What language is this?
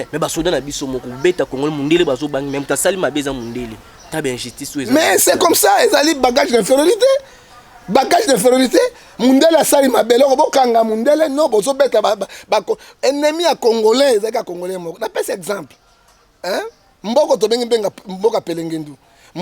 Lingala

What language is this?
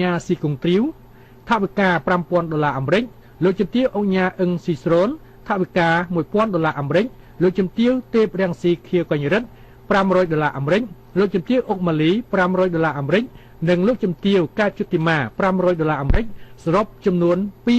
Khmer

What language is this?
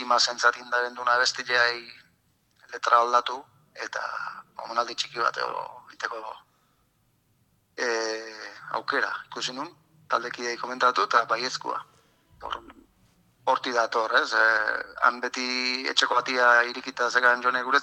Basque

